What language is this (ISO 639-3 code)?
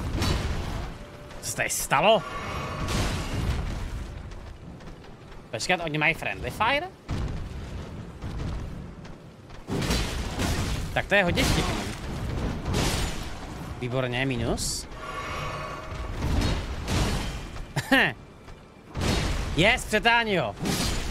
ces